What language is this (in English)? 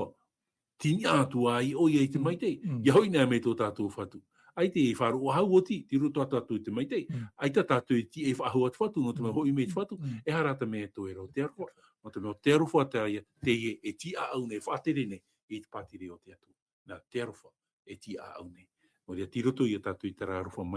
Tahitian